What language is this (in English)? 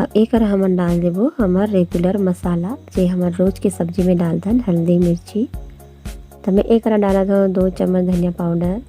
Chhattisgarhi